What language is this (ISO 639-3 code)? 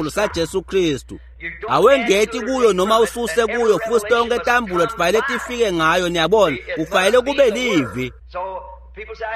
ssw